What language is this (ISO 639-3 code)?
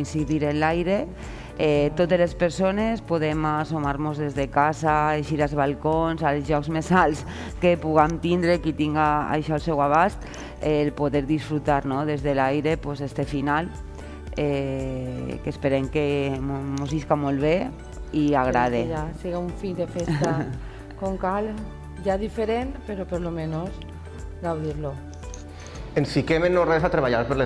cat